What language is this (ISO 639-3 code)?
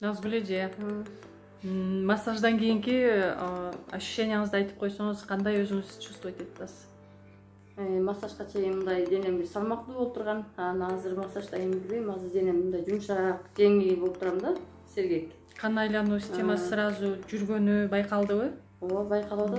kir